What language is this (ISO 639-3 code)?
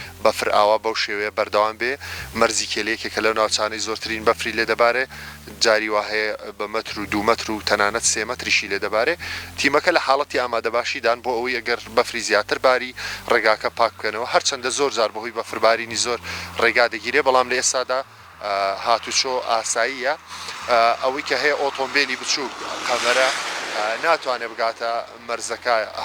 ckb